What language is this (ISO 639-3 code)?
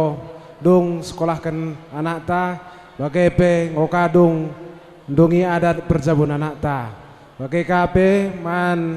btx